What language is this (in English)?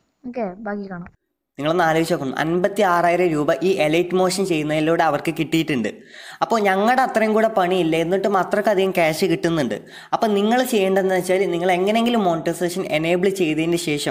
Malayalam